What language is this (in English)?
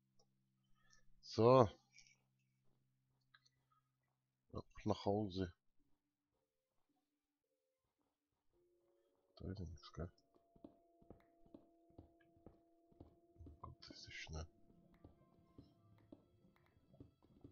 German